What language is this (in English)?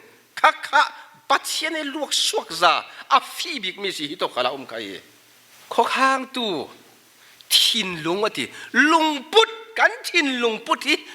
Falam Chin